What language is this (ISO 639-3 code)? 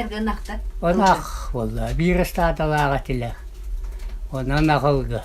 sah